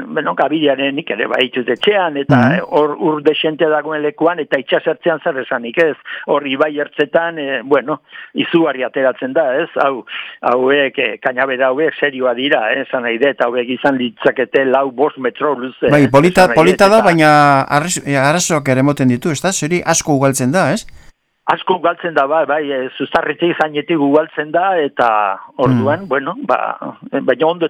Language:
Basque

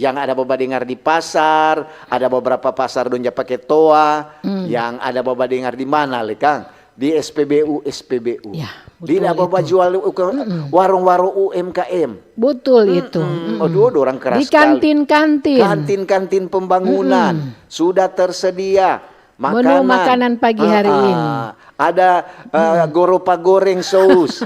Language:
Manado Malay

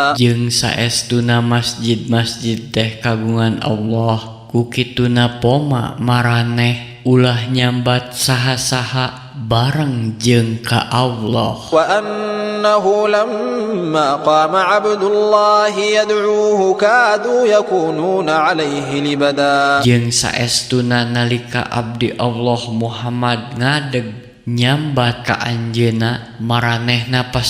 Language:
Sundanese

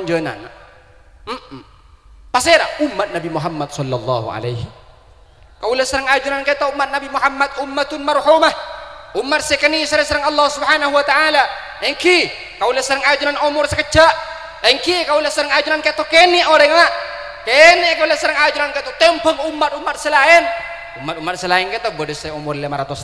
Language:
Madurese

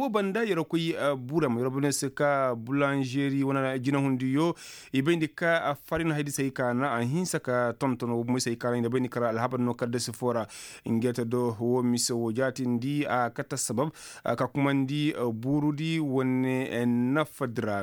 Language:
Koyraboro Senni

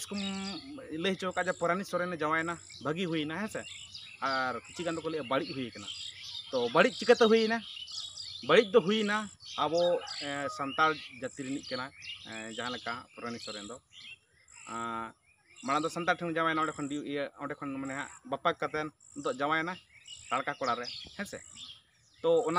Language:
Santali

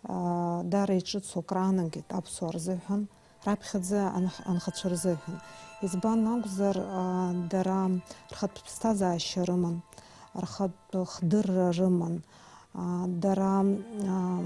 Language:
Abkhazian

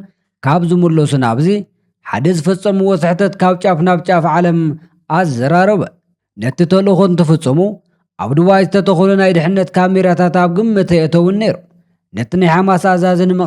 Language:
Tigrinya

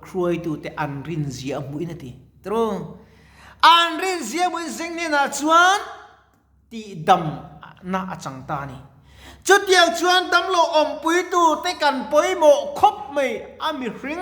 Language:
Mizo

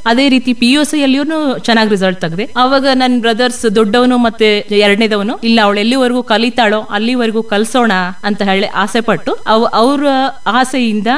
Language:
Kannada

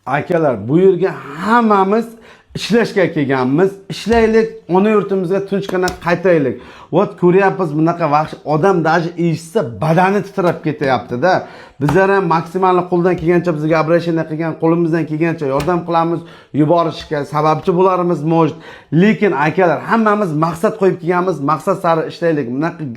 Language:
Uzbek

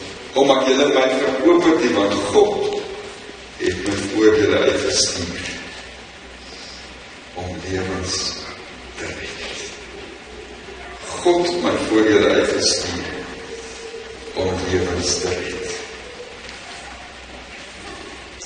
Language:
Afrikaans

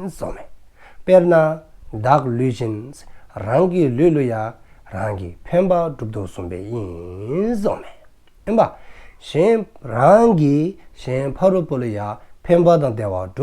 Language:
Dzongkha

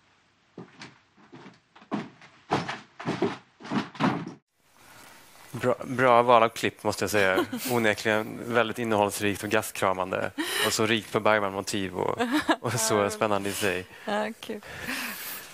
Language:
Swedish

